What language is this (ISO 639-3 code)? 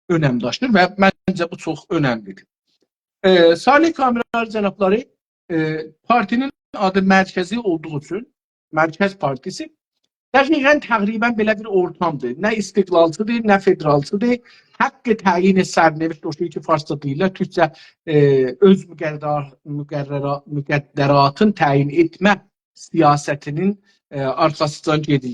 azb